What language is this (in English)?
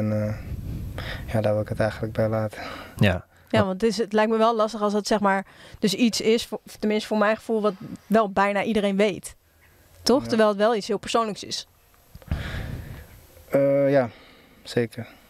Dutch